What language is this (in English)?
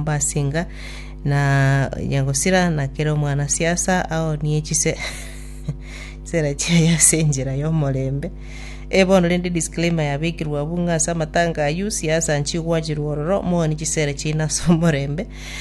Gusii